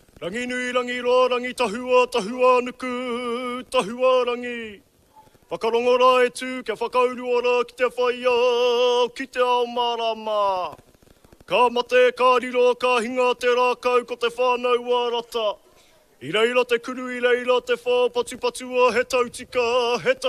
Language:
Māori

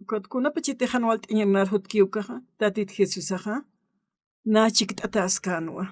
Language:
Aymara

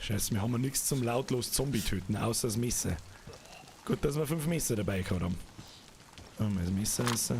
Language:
Bavarian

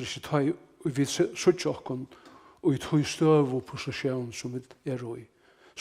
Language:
Faroese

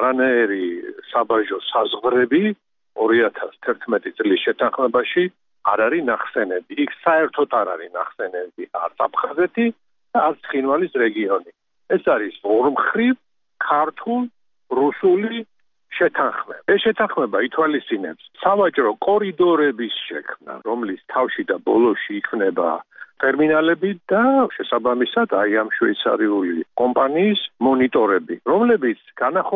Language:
Georgian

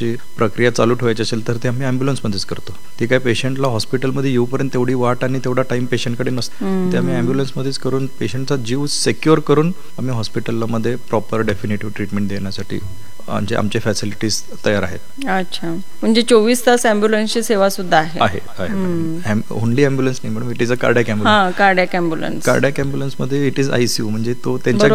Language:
Marathi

